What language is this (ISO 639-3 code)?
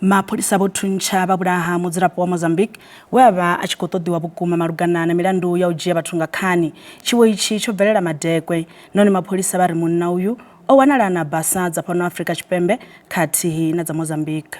ven